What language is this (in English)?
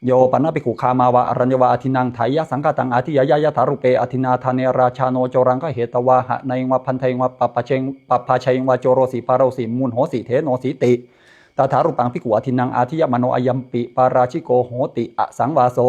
Pali